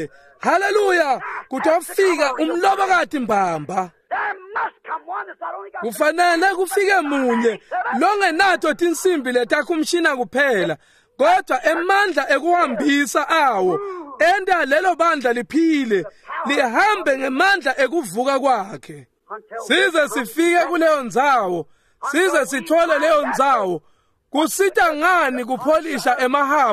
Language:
Swati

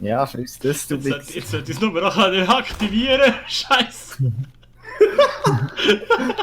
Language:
Swiss German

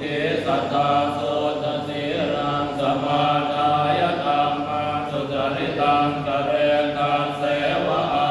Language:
Pali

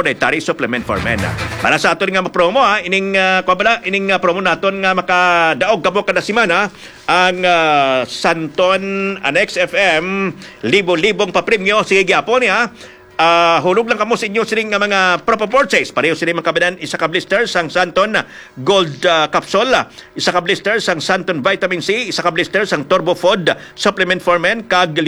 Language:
Hiligaynon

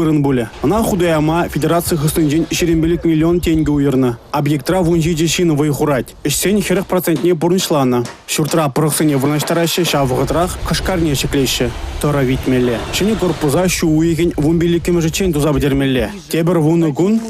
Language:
Chuvash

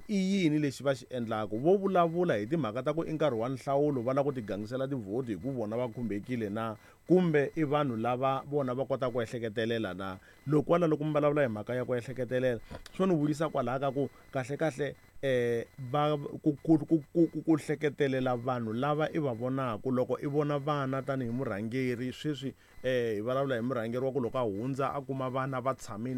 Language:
Tsonga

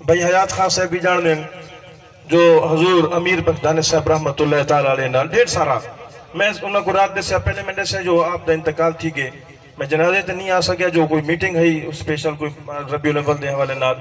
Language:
Saraiki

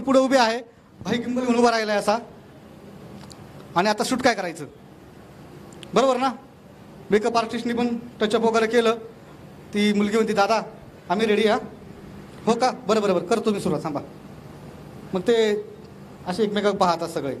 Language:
Marathi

